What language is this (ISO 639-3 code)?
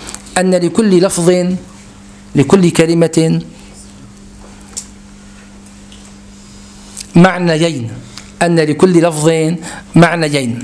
ara